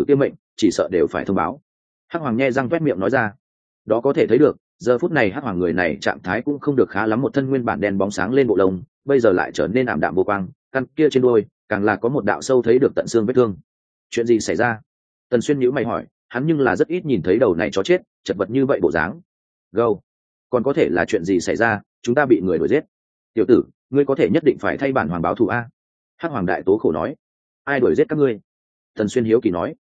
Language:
Vietnamese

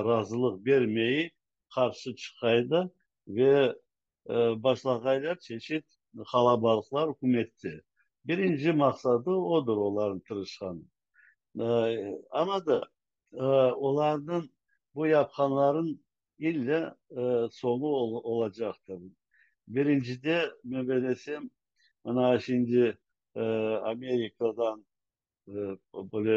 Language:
Crimean Tatar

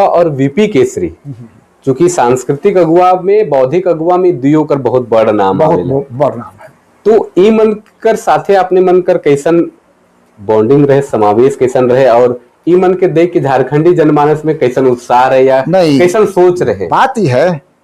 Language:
Sadri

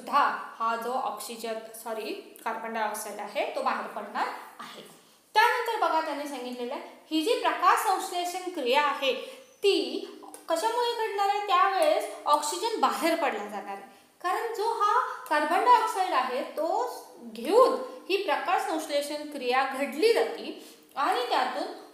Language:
Marathi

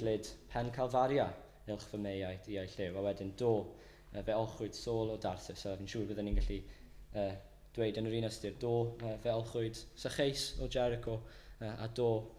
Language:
Welsh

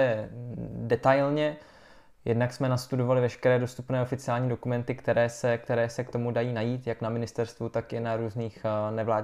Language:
Czech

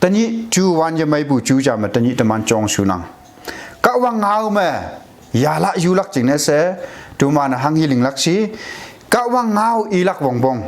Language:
Konyak Naga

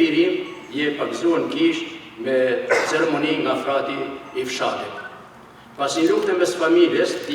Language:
Albanian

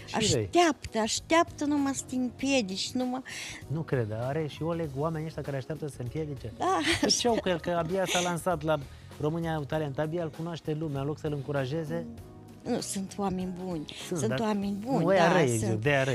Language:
Romanian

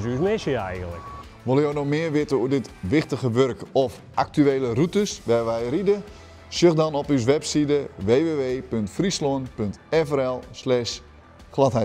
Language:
Western Frisian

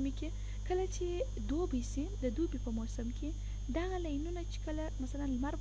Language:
Pashto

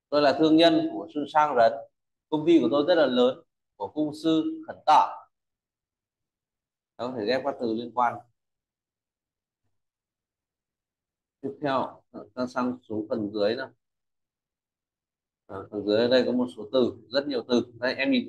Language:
Vietnamese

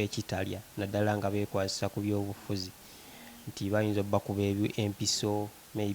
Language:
Ganda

